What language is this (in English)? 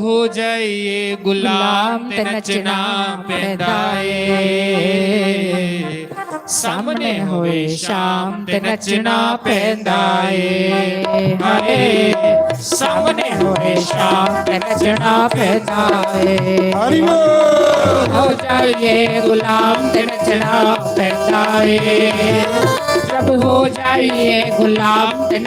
Dogri